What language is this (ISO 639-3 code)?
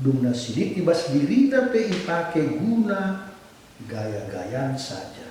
btx